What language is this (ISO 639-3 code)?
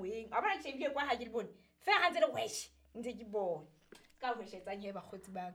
sot